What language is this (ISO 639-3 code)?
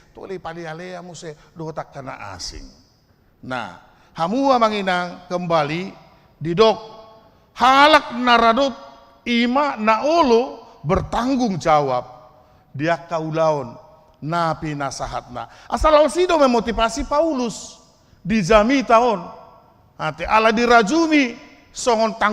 bbc